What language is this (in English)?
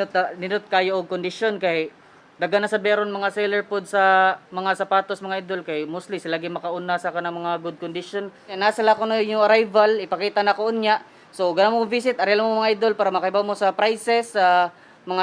Cebuano